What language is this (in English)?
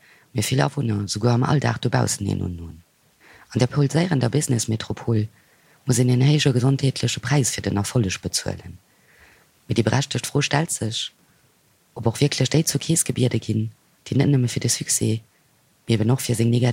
Luxembourgish